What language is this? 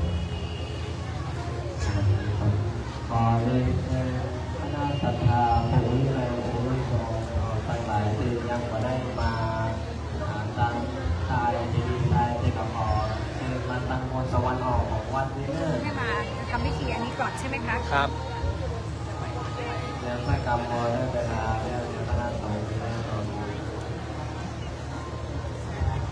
Thai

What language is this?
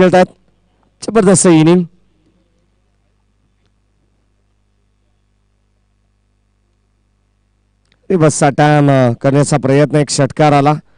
Marathi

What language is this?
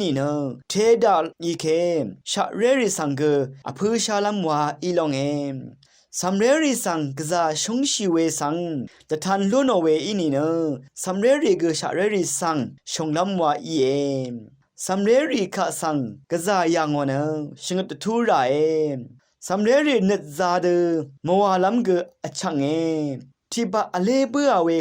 Rawang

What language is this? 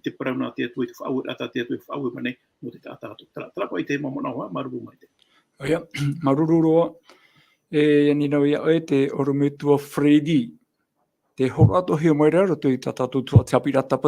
Tahitian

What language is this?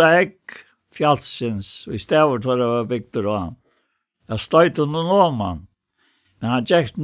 Faroese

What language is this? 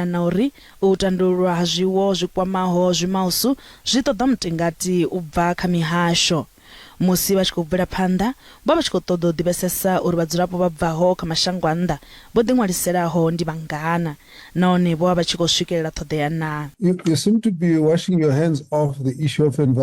Venda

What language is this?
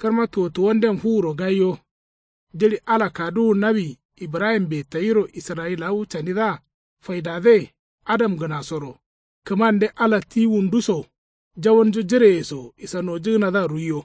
Kanuri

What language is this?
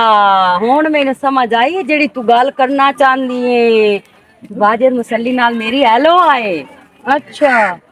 Western Panjabi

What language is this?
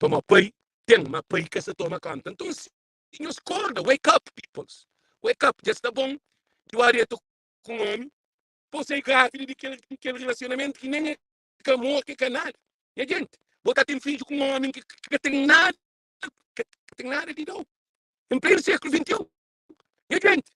Kabuverdianu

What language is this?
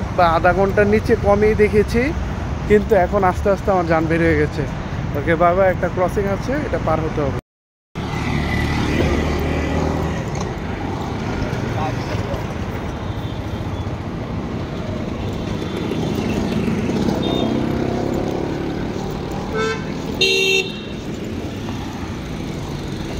Bangla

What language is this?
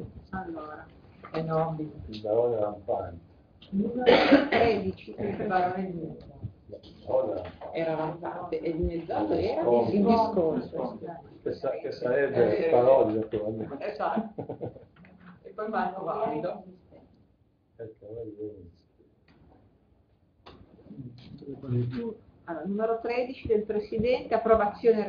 Italian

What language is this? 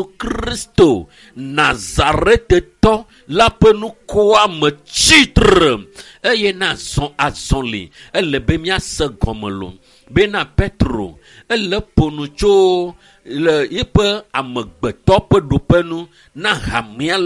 Ewe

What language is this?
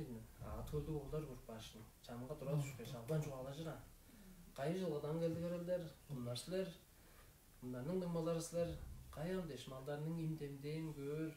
Tuvinian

